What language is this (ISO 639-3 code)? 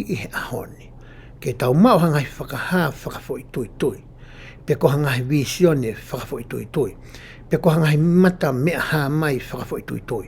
ton